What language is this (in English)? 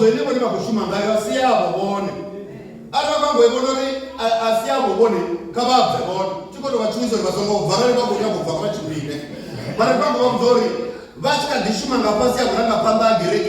Venda